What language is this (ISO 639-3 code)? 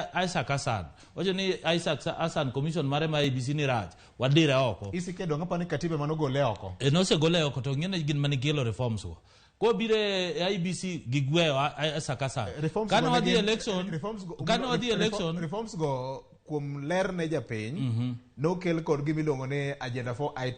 luo